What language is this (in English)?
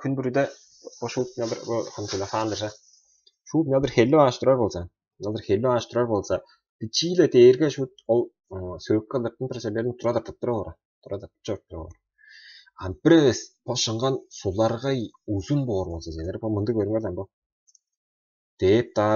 Tuvinian